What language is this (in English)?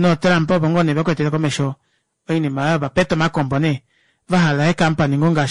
Kuanyama